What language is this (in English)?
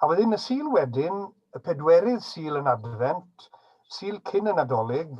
Welsh